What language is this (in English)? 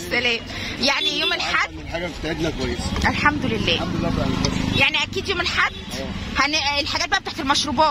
Egyptian Arabic